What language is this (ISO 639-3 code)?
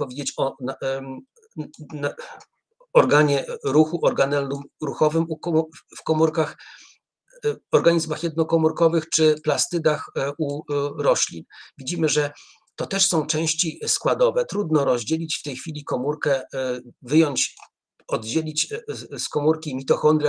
pol